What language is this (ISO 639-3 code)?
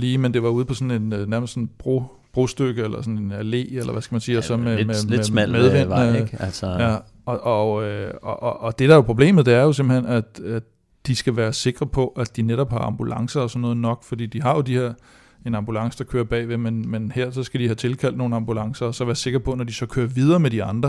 dan